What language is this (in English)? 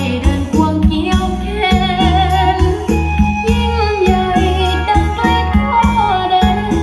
Thai